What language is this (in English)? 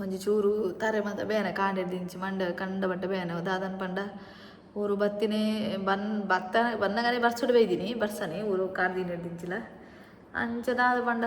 Tulu